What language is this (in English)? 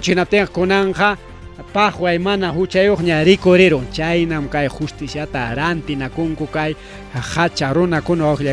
Ayacucho Quechua